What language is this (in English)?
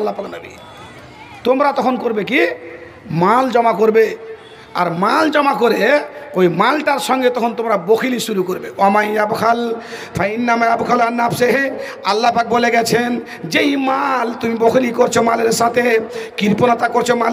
Bangla